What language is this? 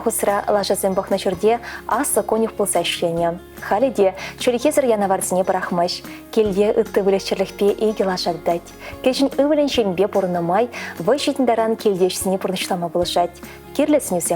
Chuvash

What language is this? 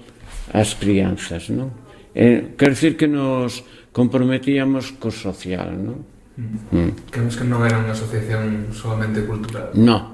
Galician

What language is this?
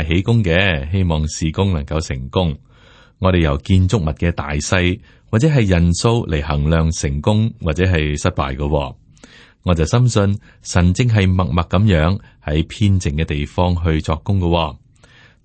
Cantonese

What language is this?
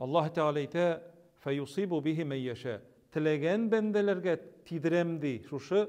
Tatar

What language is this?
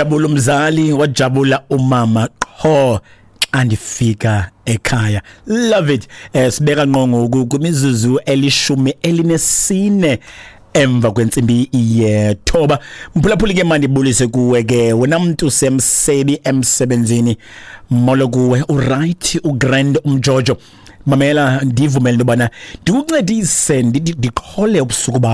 Xhosa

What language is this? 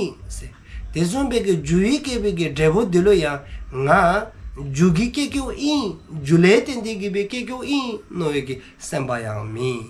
Dzongkha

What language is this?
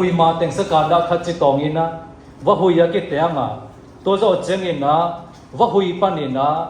Siyin Chin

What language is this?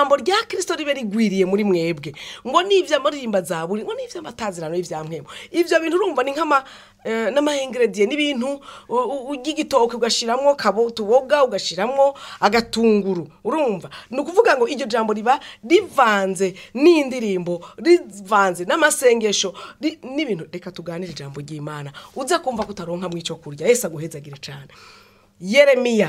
Rundi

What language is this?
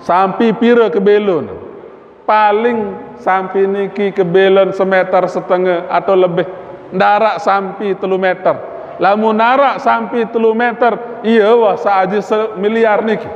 Sasak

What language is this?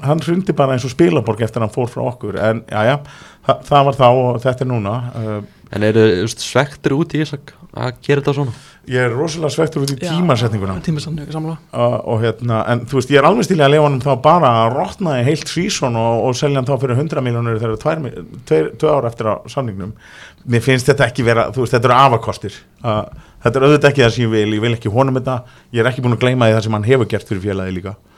Icelandic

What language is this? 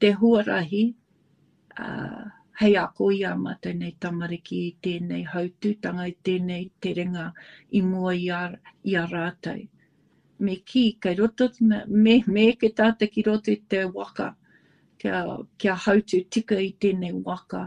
Māori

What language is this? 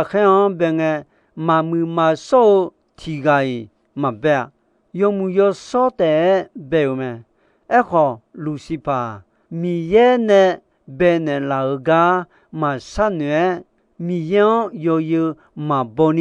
Akha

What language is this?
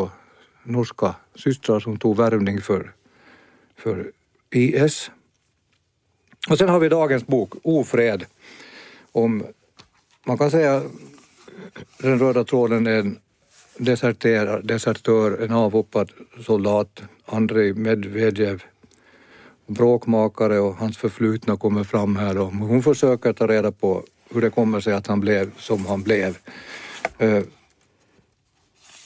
Swedish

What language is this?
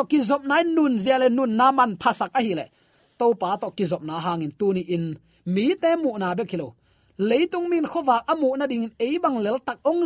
Tedim Chin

